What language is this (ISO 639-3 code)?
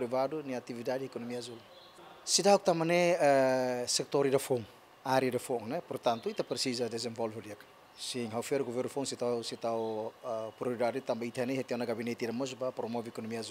tet